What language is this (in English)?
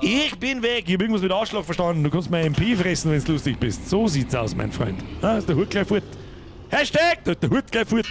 Bavarian